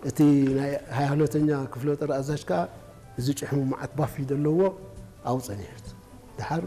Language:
Tigrinya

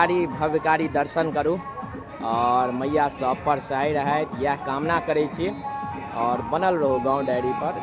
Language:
Maithili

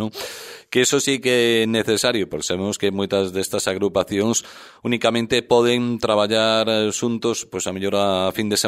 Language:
Galician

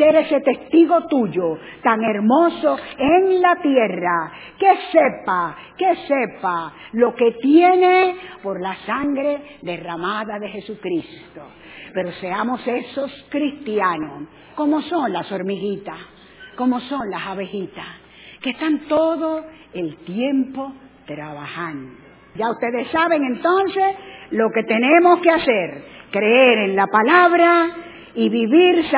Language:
Spanish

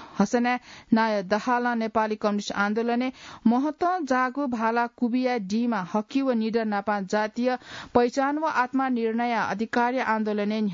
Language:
Newari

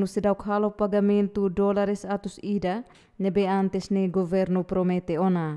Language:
Tetum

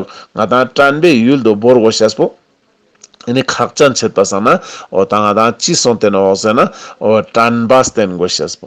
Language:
Ladakhi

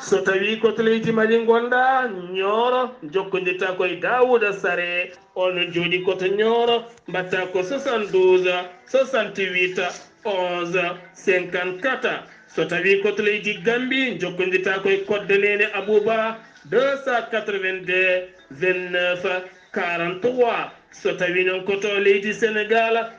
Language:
Fula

